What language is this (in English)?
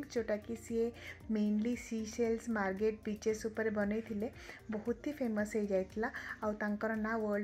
Odia